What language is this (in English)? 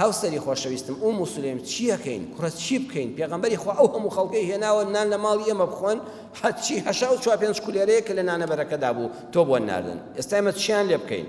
Central Kurdish